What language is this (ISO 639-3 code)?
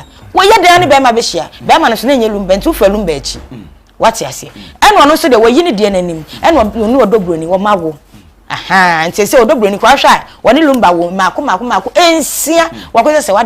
aka